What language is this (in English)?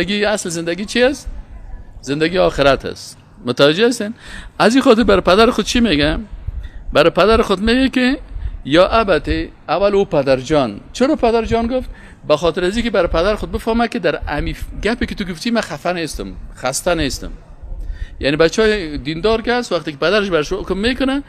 Persian